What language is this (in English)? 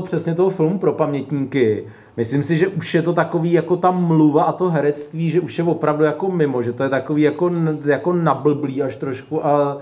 Czech